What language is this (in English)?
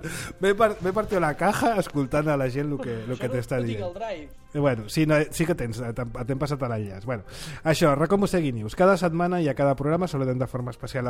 Catalan